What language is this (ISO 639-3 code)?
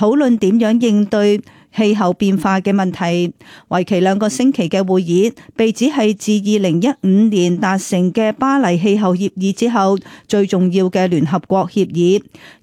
yue